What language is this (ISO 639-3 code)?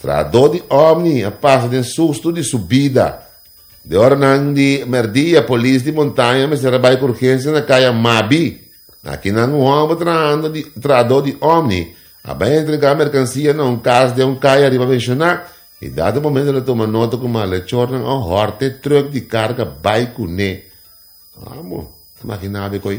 pap